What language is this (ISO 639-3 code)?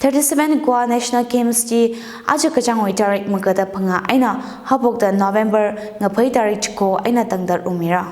nmf